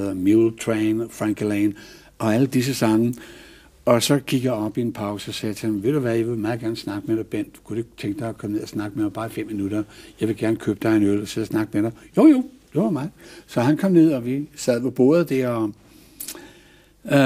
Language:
Danish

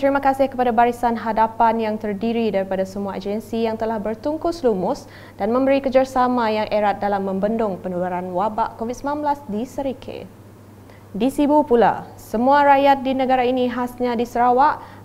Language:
Malay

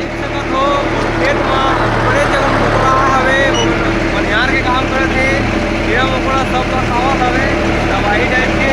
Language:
Chhattisgarhi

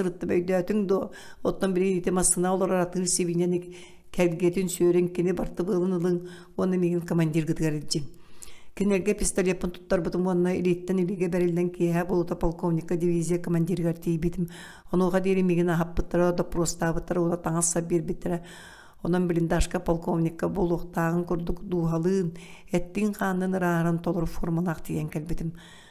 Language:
Yakut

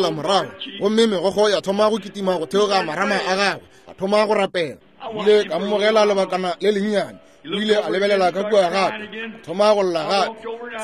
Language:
Northern Sotho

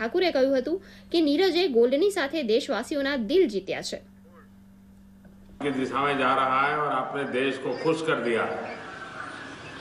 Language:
Gujarati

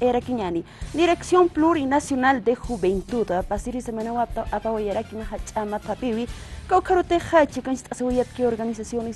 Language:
Aymara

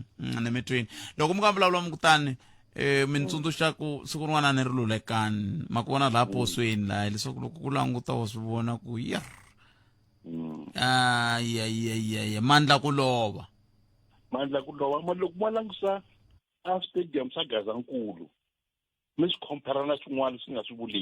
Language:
Tsonga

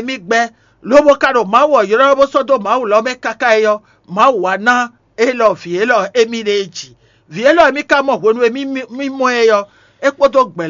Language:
Fon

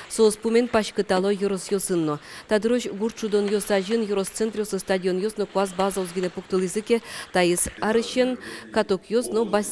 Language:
Udmurt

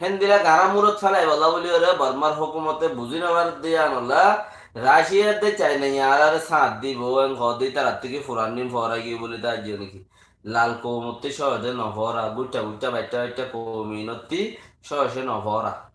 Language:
Rohingya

